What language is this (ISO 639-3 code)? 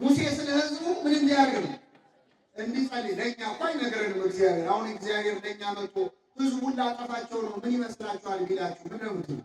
amh